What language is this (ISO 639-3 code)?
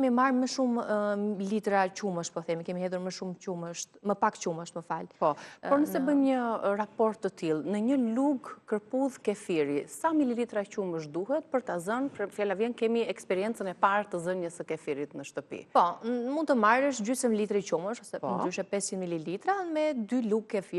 sqi